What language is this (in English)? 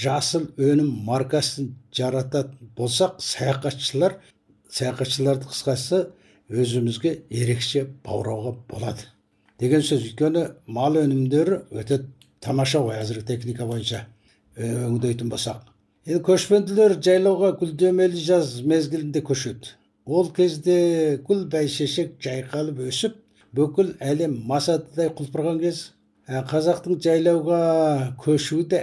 Kazakh